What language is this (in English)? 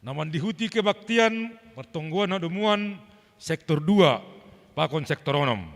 Batak Simalungun